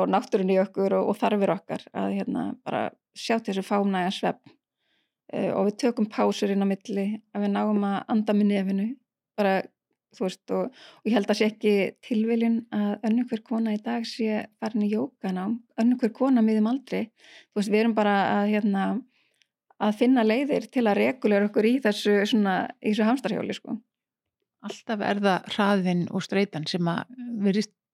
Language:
Icelandic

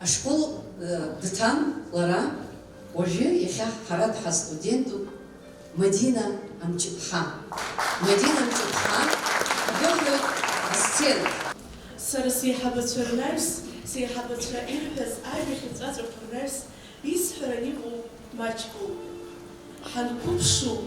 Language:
Abkhazian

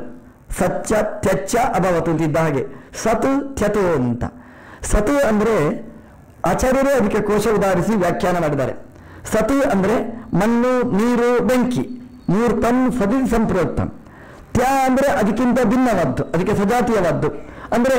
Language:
Kannada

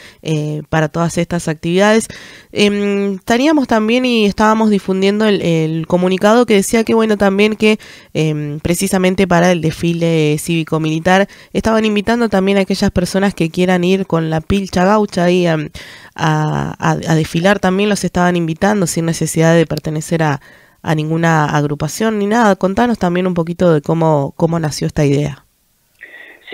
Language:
Spanish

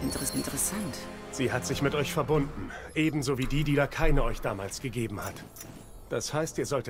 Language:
German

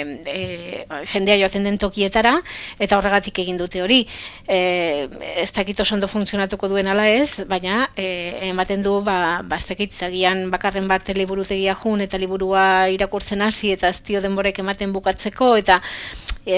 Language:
Basque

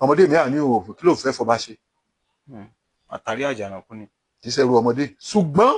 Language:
Yoruba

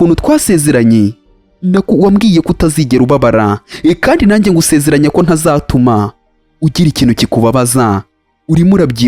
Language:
Kinyarwanda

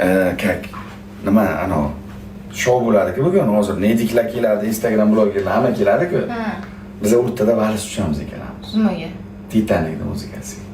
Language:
Uzbek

